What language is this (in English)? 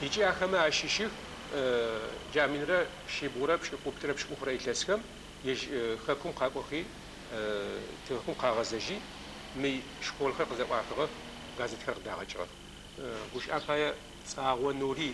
Adyghe